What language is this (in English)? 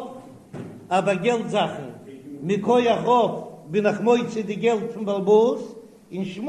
Yiddish